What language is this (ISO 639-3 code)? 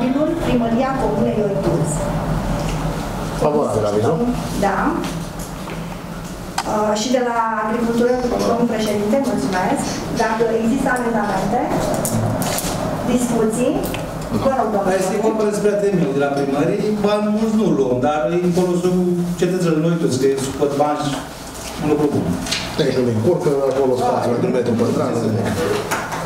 ron